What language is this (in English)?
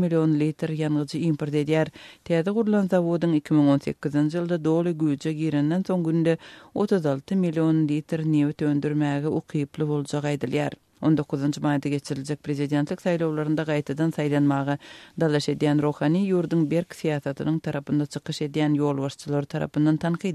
Turkmen